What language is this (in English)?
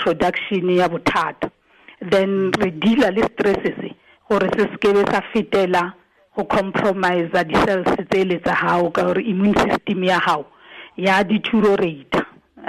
Tswana